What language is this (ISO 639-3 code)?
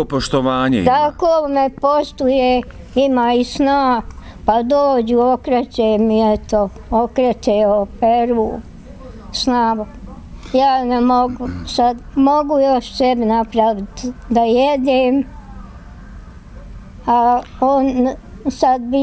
bos